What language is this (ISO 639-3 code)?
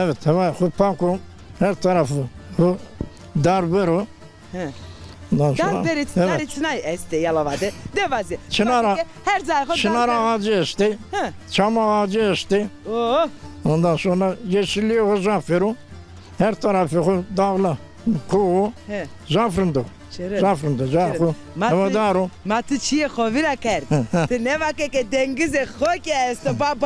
zza